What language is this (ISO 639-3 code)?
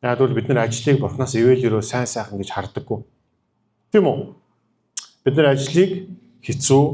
mon